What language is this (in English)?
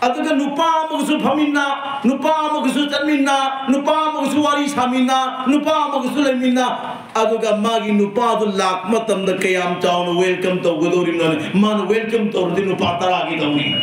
Manipuri